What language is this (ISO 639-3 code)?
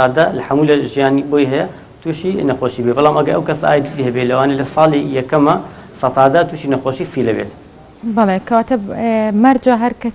ckb